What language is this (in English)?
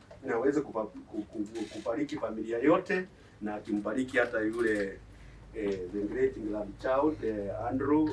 Swahili